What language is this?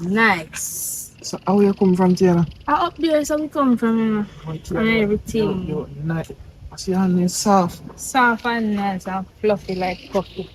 Jamaican Creole English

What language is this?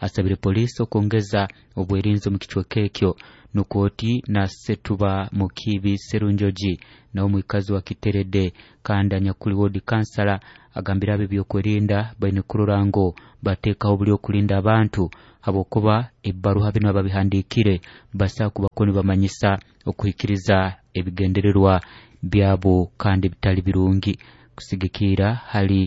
Nyoro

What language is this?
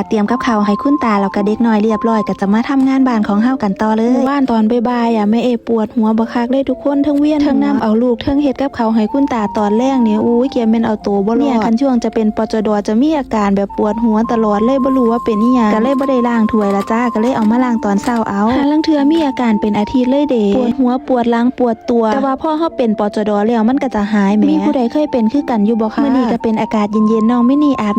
Lao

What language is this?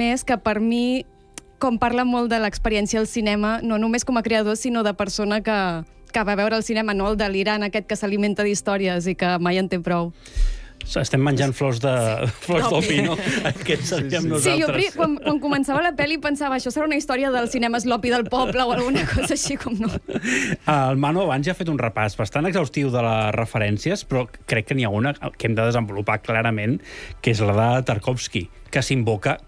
Catalan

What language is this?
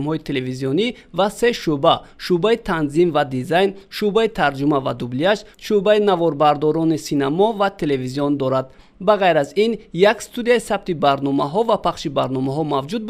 Tajik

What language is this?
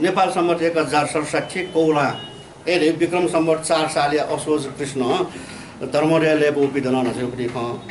Newari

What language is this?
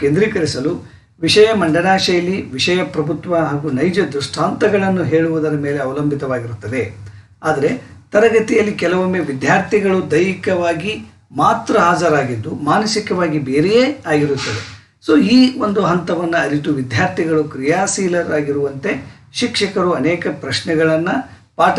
Kannada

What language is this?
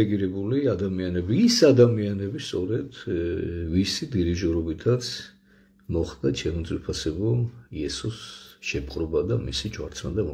Georgian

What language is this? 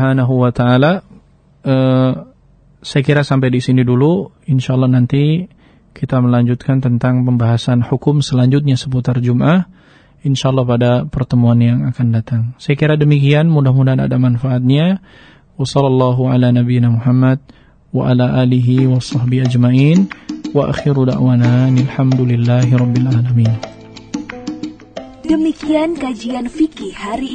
Indonesian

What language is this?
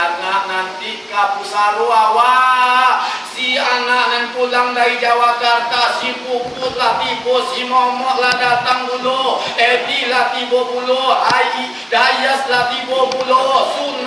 Minangkabau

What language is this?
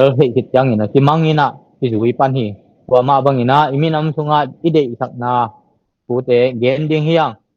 Tedim Chin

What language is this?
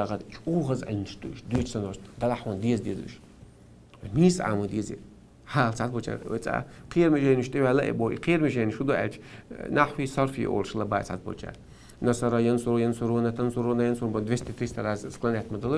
Chechen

